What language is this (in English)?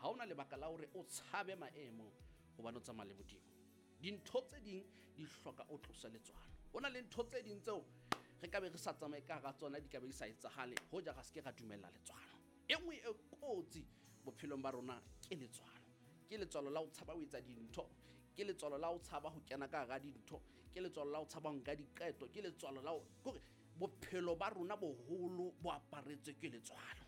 Southern Sotho